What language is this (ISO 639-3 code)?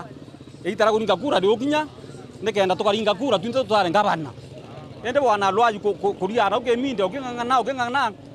mer